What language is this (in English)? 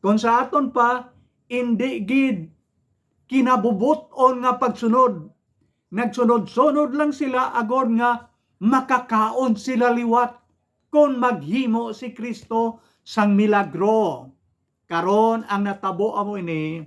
Hiligaynon